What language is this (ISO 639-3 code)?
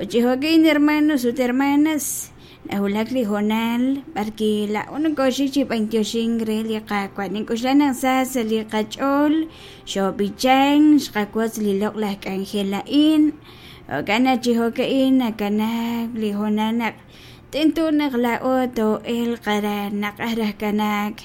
kek